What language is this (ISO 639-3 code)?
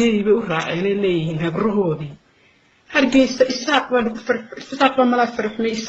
som